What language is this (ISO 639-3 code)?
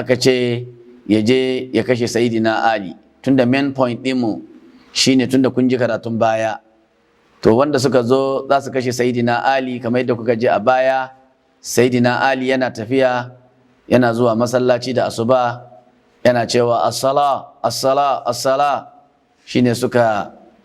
hau